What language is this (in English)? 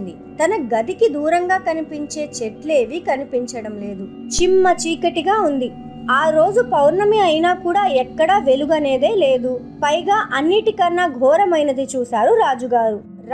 Telugu